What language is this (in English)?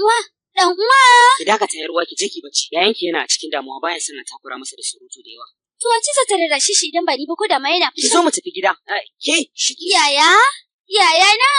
Hausa